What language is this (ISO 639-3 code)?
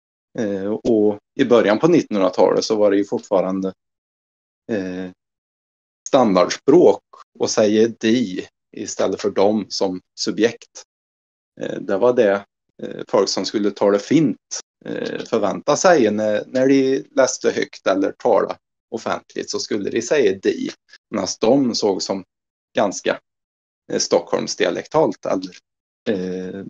swe